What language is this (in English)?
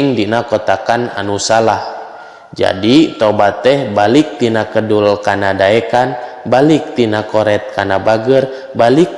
Sundanese